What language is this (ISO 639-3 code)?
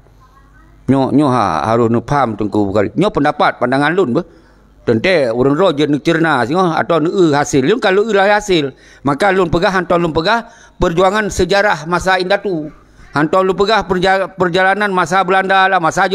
ace